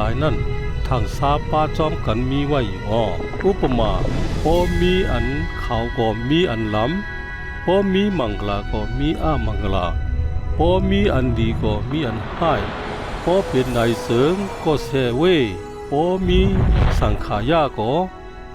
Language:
Shan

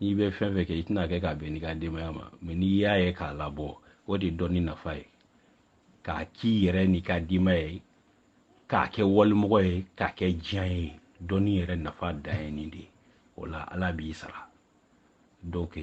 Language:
Bambara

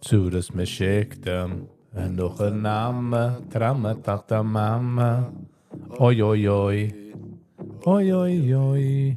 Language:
Yiddish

